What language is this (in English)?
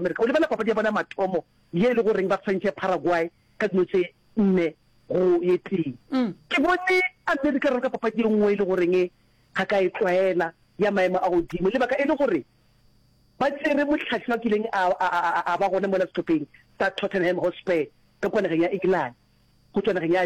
Northern Sotho